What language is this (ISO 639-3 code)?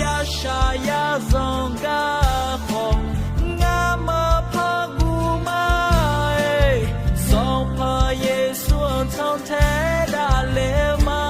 ahk